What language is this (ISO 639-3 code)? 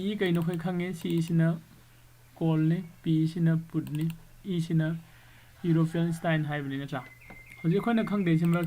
mni